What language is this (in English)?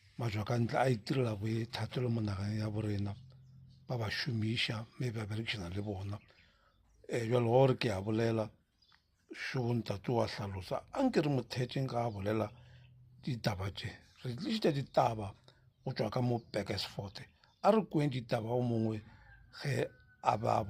Northern Sotho